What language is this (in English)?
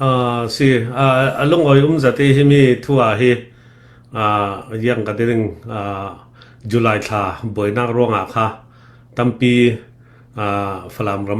Falam Chin